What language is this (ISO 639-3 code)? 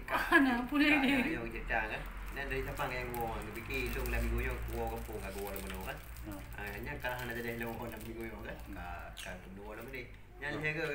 ace